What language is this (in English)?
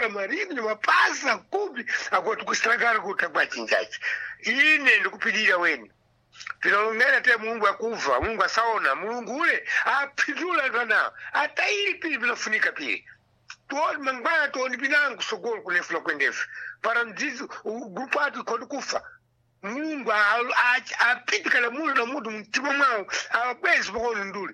Sena